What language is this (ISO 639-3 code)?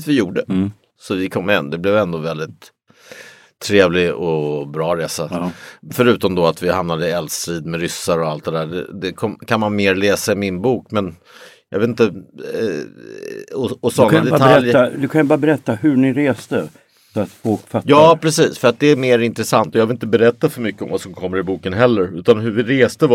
swe